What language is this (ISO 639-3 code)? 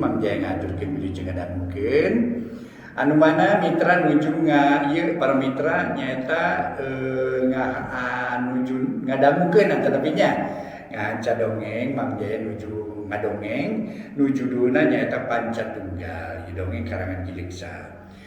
sun